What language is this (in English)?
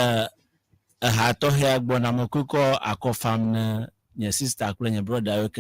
Ewe